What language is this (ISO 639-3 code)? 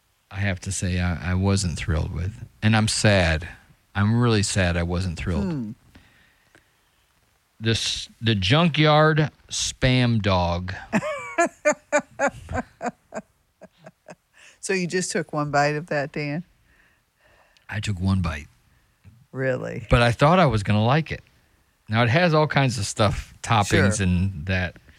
eng